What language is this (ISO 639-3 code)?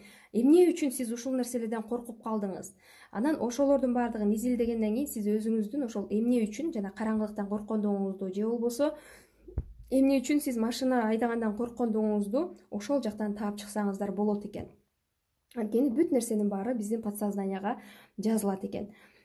kir